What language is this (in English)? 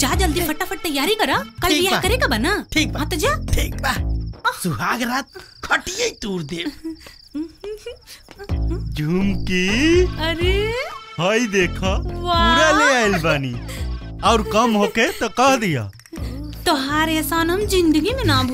Bhojpuri